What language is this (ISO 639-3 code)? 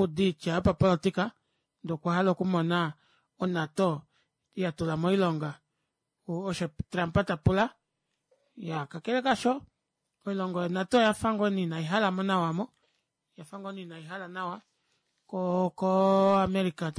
kua